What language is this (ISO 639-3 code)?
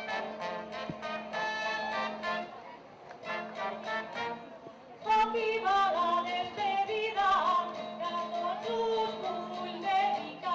cat